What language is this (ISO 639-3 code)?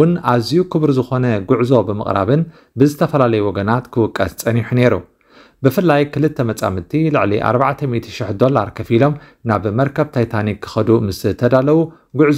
tir